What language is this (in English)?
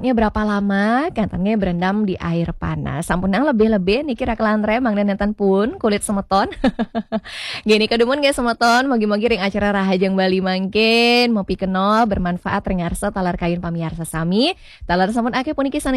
Balinese